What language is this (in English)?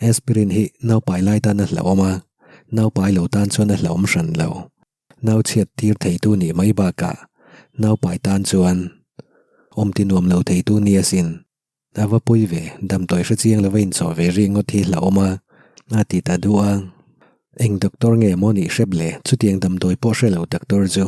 Mizo